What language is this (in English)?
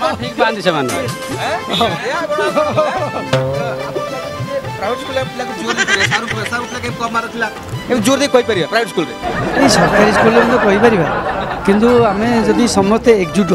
Odia